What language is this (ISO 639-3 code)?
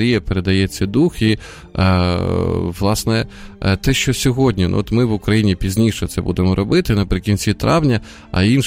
ukr